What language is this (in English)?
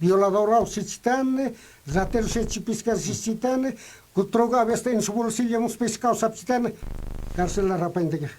Aymara